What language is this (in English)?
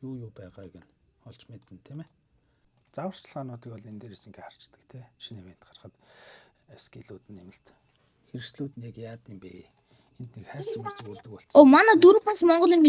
Mongolian